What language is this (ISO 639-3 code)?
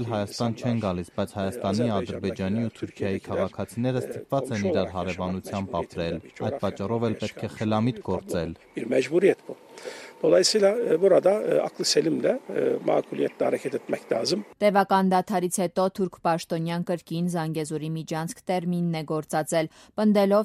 hye